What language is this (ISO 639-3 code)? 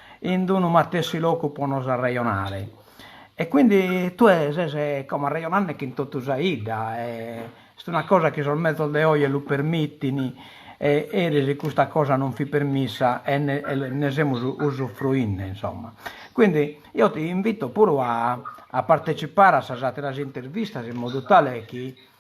srd